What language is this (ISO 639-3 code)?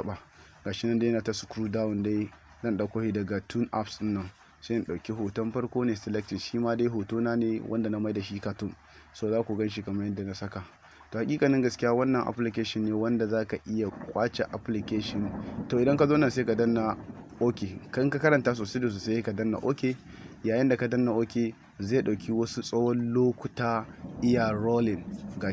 hau